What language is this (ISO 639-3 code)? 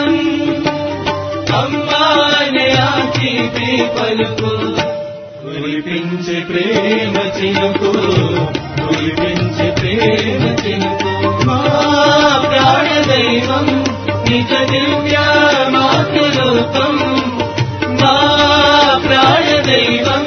tel